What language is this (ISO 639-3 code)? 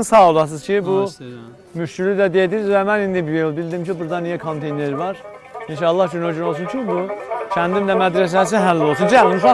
azb